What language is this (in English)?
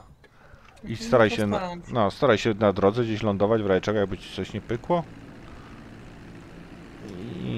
Polish